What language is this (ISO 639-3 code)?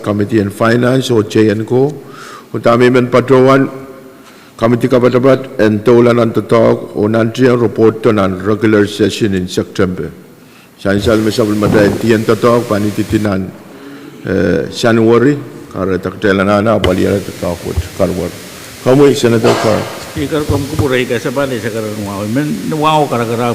pon